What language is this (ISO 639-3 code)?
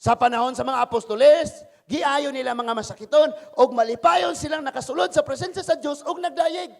ceb